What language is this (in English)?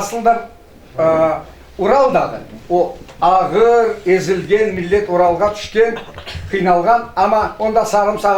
Crimean Tatar